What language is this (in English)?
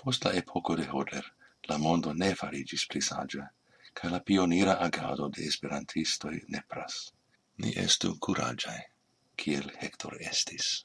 Esperanto